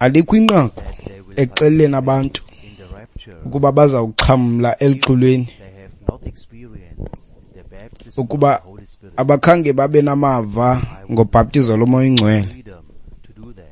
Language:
Xhosa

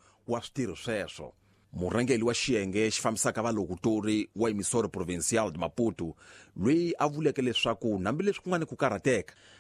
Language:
Tsonga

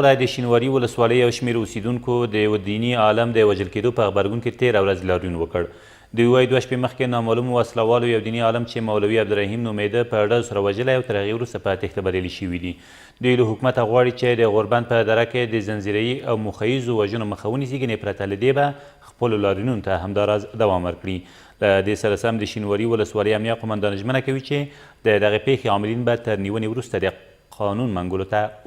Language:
Pashto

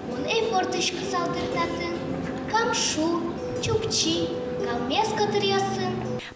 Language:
Udmurt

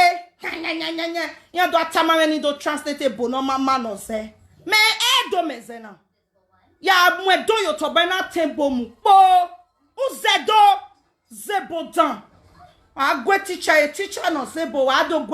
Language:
Nigerian Pidgin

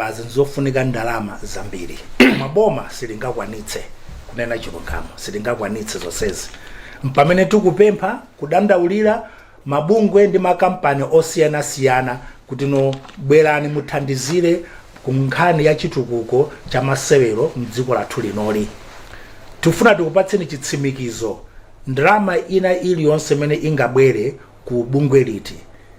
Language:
Nyanja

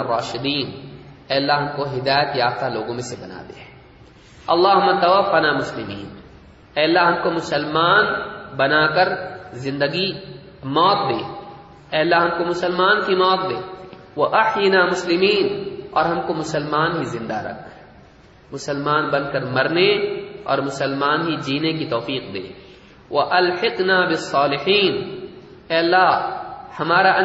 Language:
Urdu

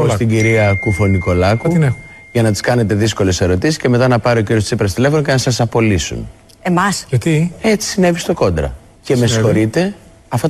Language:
Greek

